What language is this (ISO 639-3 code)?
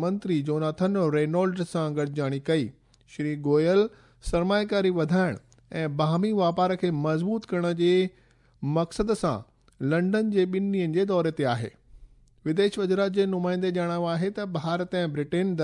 snd